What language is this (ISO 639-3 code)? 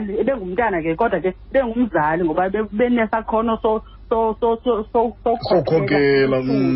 xho